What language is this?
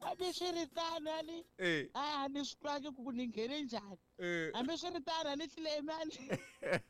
Tsonga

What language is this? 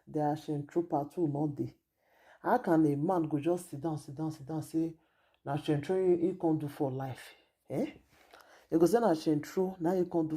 Nigerian Pidgin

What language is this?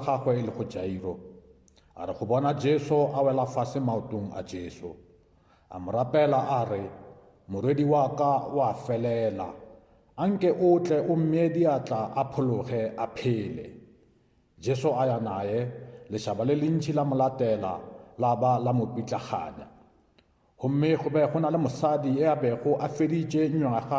Northern Sotho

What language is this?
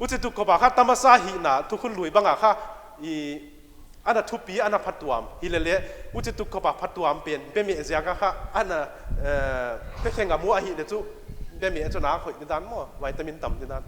Paite Chin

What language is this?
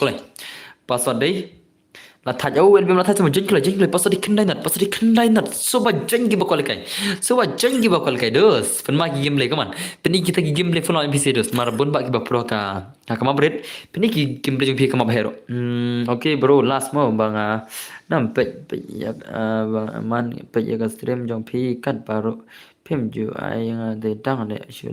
Khasi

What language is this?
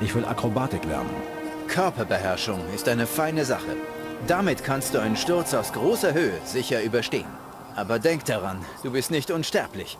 Bavarian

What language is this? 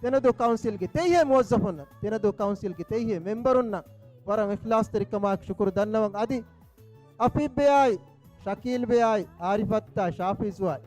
Divehi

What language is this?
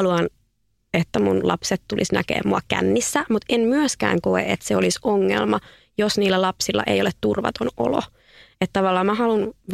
Finnish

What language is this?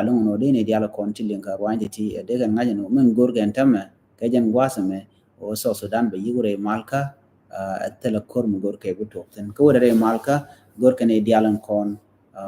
Nuer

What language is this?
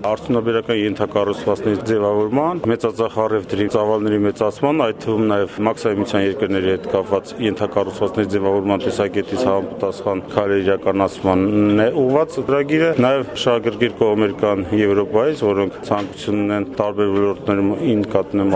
Armenian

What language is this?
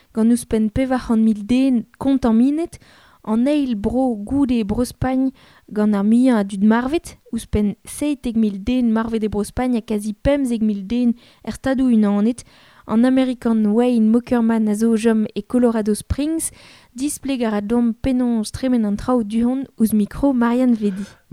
Breton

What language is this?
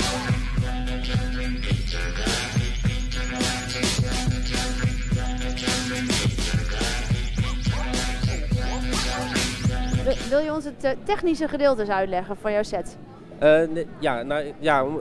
Dutch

